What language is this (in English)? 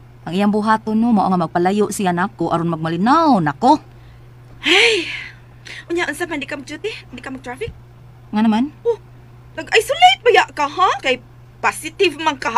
Cebuano